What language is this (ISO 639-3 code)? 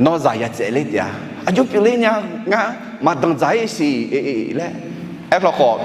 ahk